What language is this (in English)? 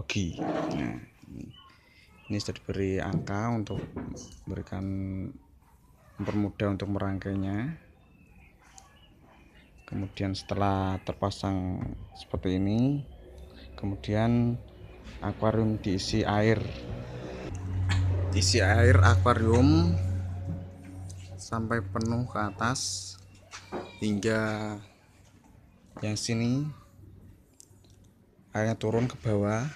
Indonesian